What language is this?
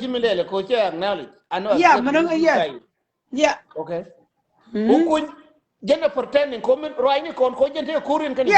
Nuer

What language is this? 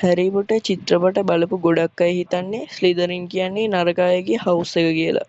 Sinhala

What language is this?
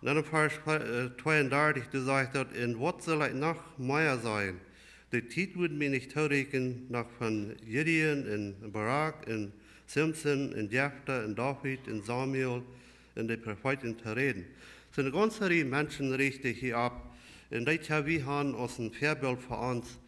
Plautdietsch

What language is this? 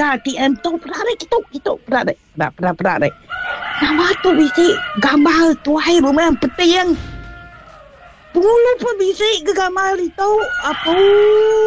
Iban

